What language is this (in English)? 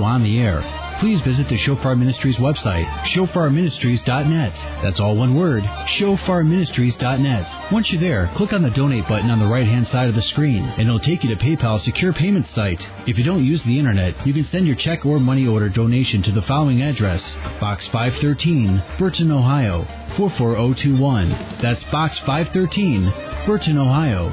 English